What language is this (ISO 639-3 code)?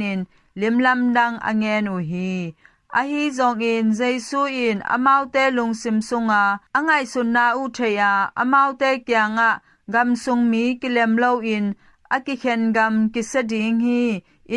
ctd